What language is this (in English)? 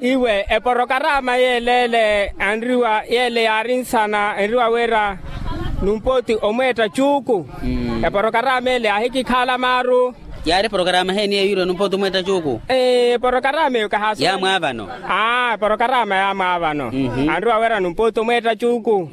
Makhuwa